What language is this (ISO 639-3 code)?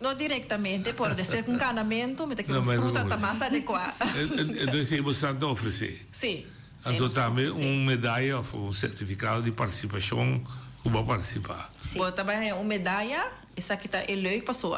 pap